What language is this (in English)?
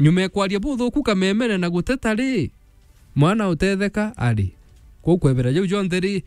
Meru